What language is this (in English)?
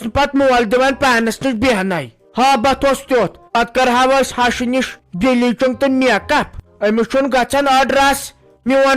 Kashmiri